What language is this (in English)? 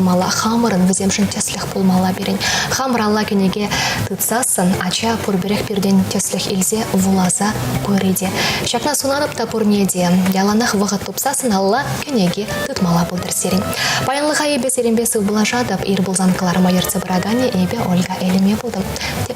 Chuvash